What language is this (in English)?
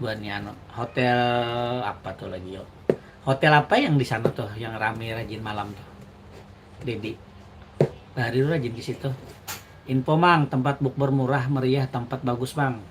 Banjar